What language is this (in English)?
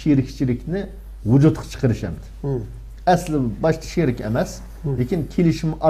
Uyghur